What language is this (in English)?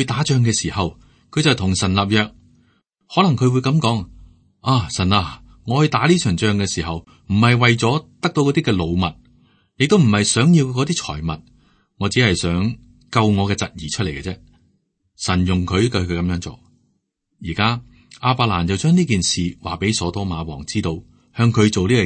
Cantonese